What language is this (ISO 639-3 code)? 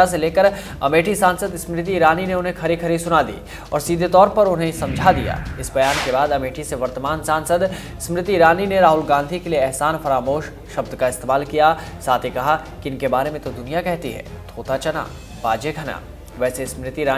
hin